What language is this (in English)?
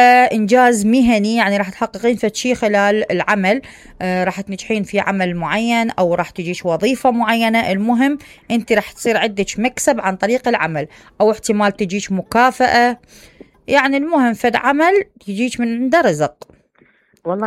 Mesopotamian Arabic